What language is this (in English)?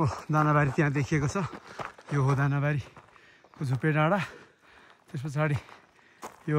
Nepali